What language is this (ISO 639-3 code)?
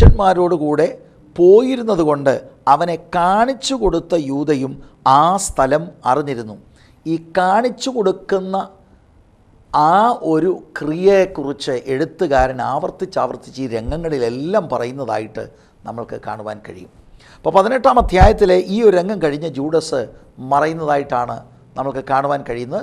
mal